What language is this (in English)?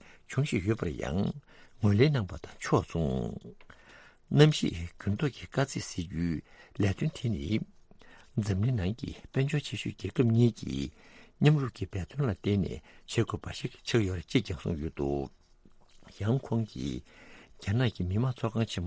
Tibetan